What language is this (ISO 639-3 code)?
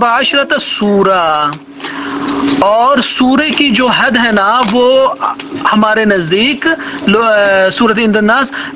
urd